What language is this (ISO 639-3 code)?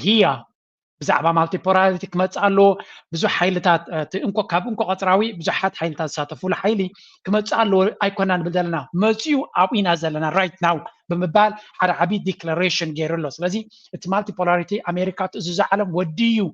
tir